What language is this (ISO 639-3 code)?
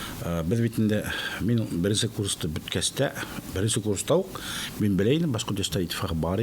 bak